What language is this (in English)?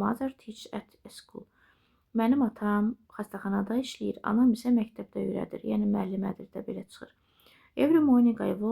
Azerbaijani